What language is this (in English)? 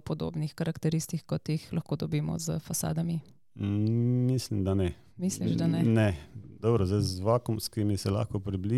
Slovenian